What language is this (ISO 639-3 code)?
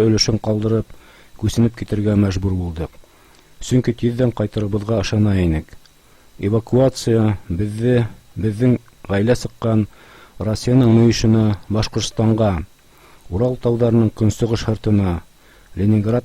bak